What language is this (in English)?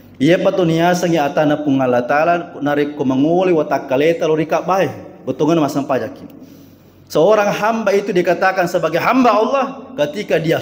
Buginese